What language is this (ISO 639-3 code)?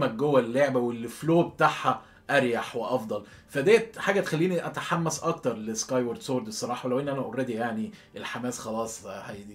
arz